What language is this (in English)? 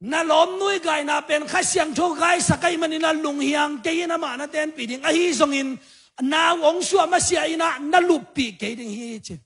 Tedim Chin